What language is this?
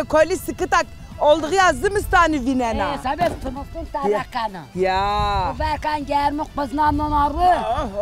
Zaza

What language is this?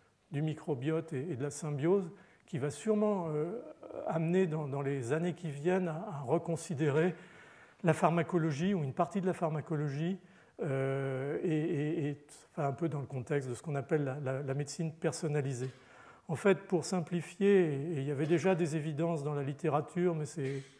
French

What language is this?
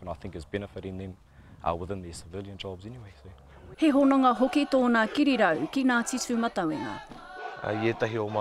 Māori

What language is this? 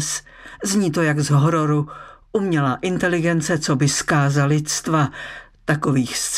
Czech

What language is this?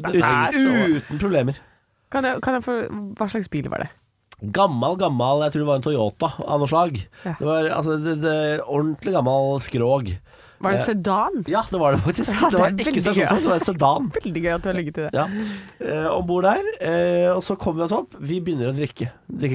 Norwegian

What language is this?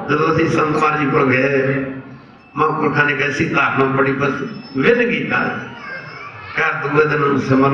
Punjabi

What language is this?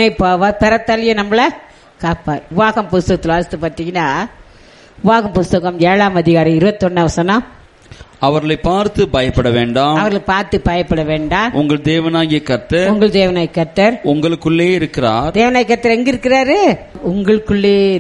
Tamil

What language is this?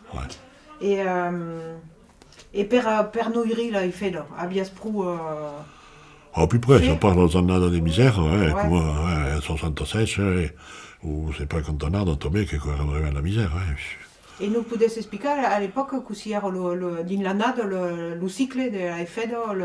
Occitan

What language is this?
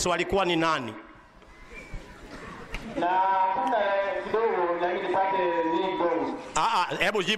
Swahili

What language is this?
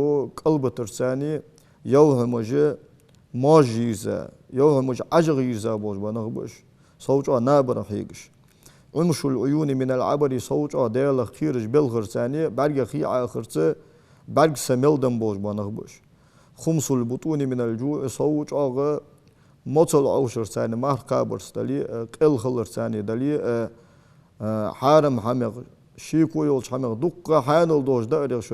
Ingush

